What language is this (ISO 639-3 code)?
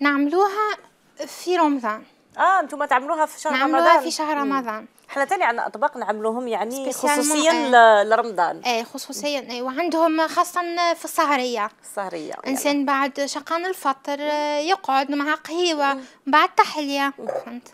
arq